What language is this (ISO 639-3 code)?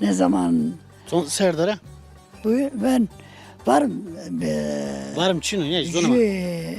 zza